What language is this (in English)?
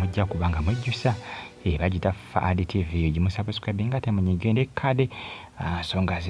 Ganda